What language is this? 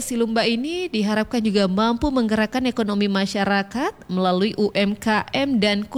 Indonesian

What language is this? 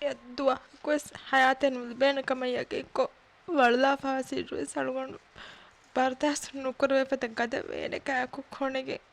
Divehi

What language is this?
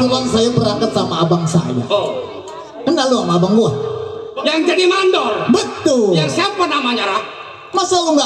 Betawi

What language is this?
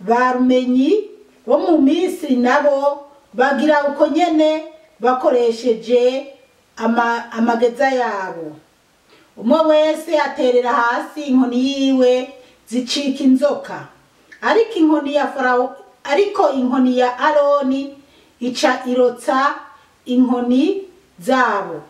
Rundi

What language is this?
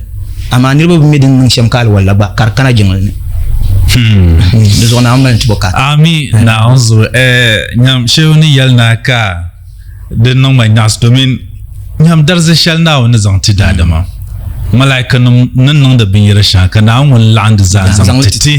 Dagbani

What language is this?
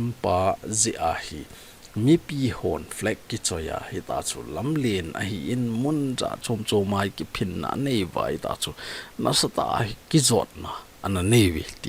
Thado Chin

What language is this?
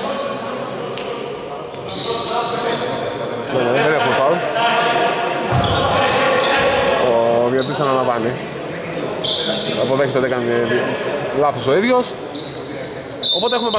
Greek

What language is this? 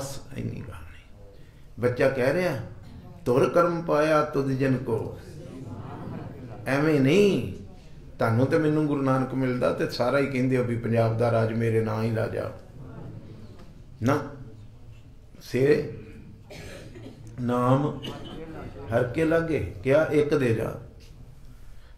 Punjabi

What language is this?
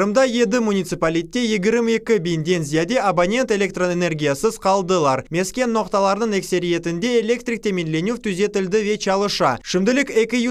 Crimean Tatar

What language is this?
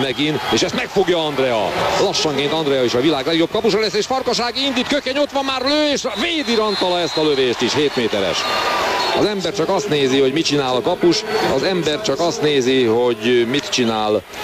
Hungarian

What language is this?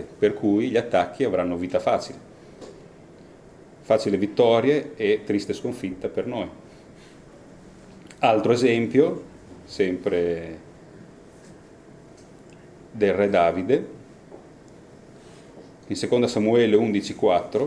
Italian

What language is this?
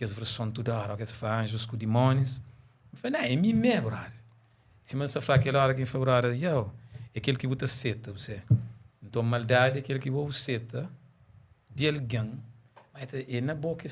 Kabuverdianu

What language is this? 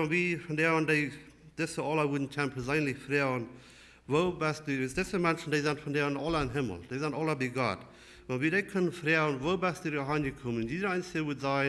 Plautdietsch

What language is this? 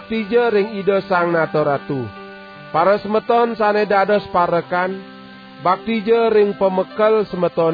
Balinese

